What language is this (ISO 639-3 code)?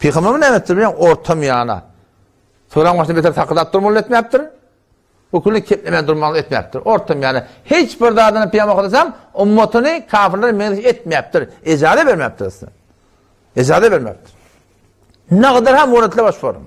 tuk